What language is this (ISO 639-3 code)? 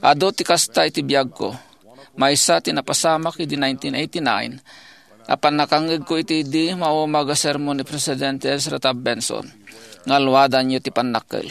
ilo